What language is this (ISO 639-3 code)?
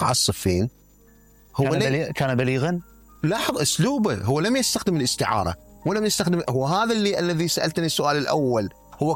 acm